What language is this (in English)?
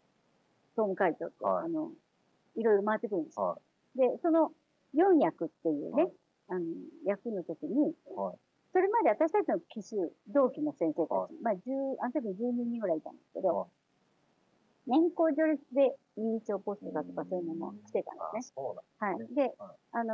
Japanese